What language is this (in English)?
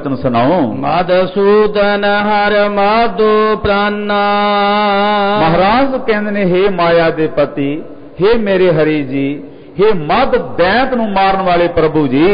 Punjabi